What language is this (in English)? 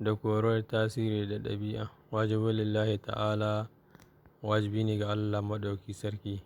Hausa